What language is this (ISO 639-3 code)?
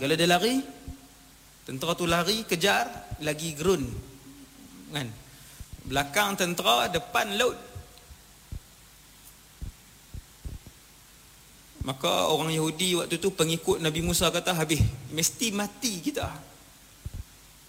msa